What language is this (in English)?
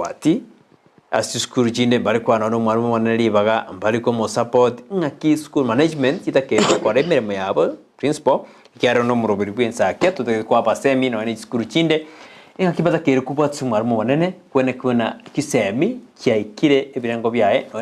Gusii